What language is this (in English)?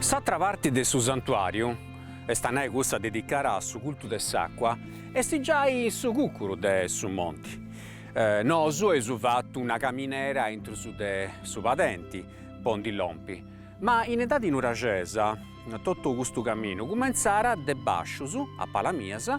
Sardinian